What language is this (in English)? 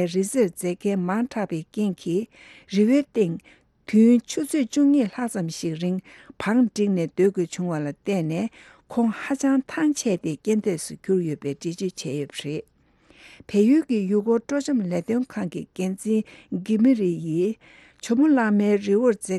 Tibetan